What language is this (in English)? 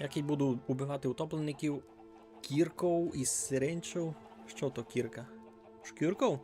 Rusyn